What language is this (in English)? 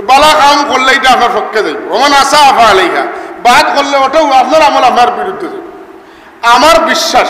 Sylheti